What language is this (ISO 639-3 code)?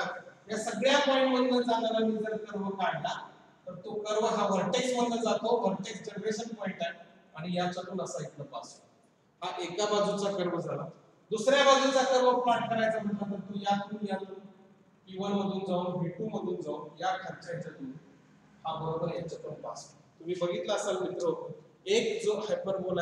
mar